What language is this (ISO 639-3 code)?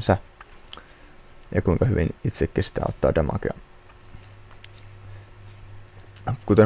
fin